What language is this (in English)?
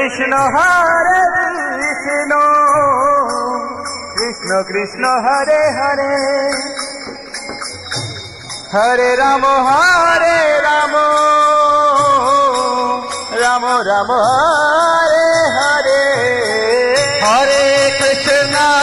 Bangla